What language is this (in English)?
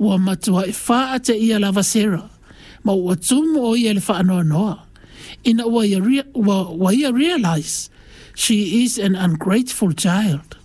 Samoan